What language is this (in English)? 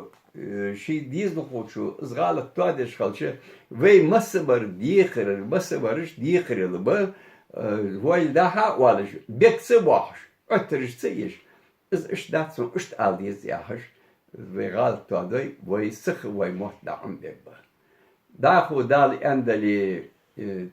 Ingush